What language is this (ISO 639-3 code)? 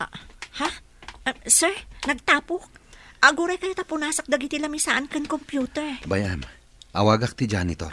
ilo